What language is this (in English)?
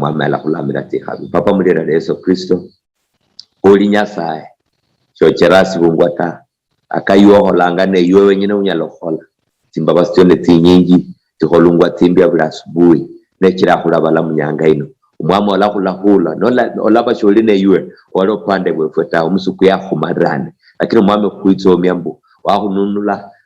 Luyia